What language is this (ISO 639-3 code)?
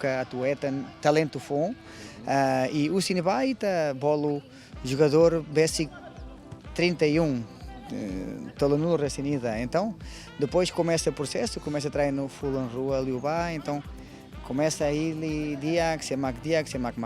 tet